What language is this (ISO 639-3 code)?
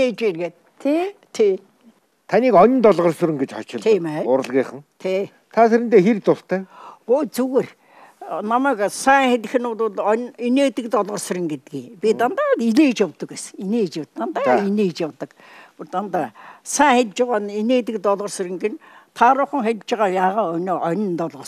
mon